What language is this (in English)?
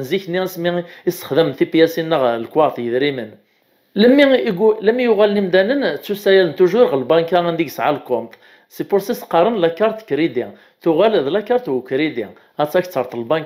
Kabyle